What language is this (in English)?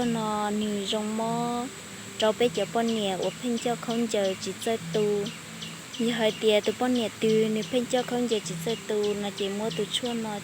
Hmong